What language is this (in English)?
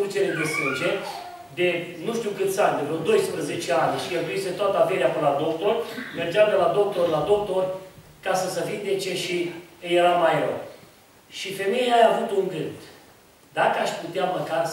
Romanian